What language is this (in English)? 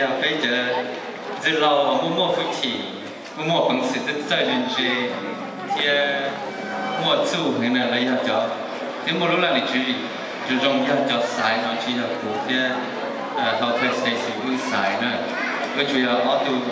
Hmong